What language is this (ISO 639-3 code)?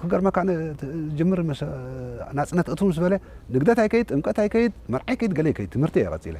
tir